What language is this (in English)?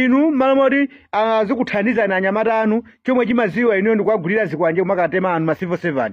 Nyanja